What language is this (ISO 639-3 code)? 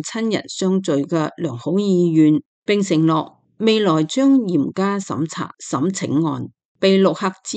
yue